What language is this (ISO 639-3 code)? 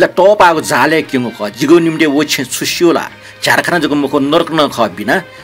new